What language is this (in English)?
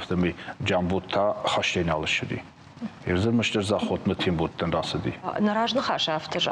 Ossetic